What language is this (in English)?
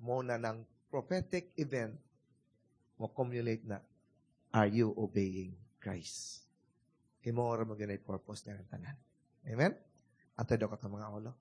Cebuano